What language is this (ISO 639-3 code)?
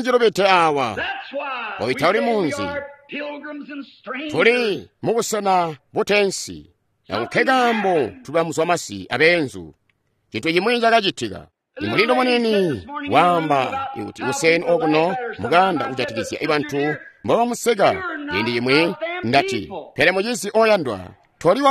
toi